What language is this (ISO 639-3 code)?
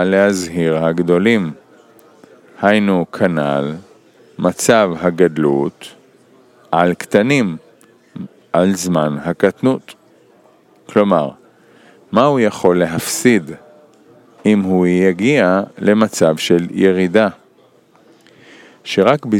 heb